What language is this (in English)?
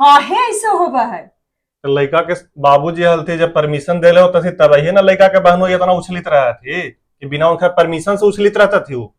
Magahi